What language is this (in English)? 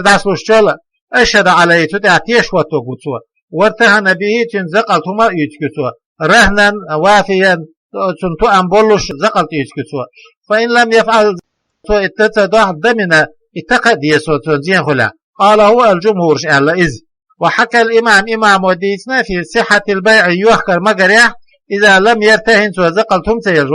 Chechen